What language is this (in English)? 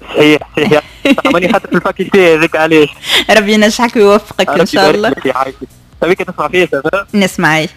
Tunisian Arabic